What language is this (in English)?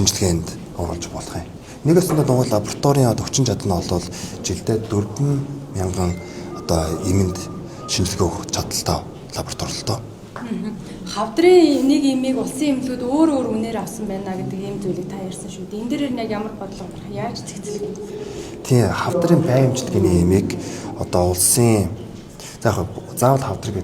Mongolian